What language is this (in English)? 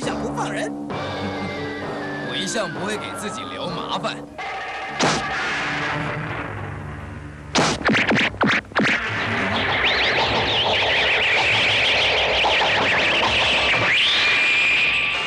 Chinese